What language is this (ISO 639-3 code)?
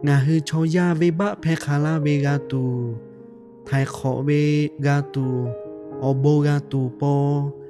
lhu